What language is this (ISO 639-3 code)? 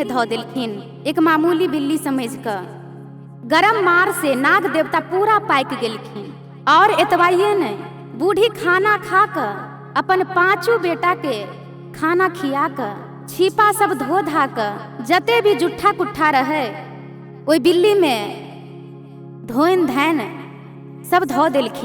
mai